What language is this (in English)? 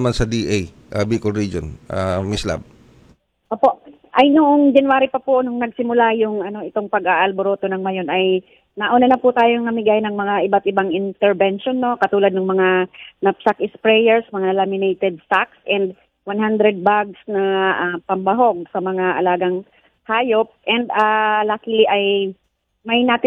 Filipino